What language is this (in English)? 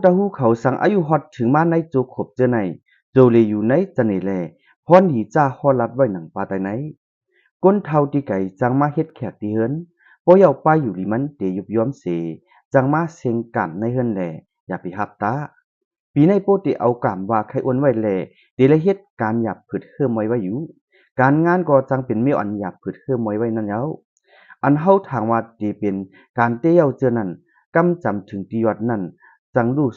Shan